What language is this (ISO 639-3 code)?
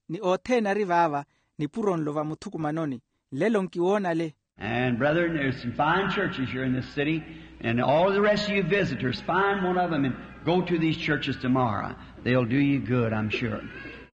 vmw